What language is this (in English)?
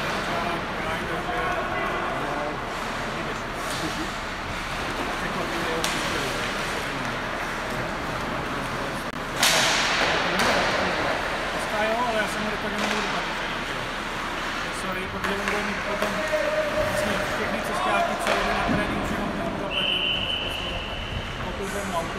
Czech